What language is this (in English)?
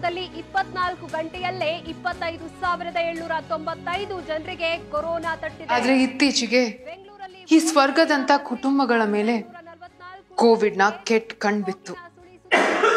Kannada